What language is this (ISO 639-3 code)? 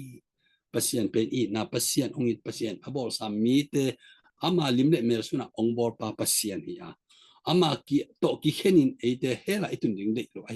ctd